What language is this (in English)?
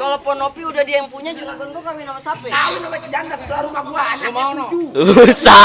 Betawi